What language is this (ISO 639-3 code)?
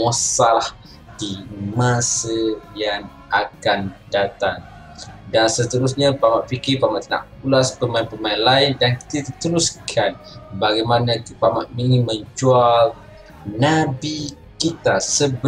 msa